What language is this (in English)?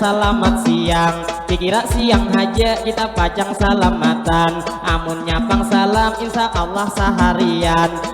Banjar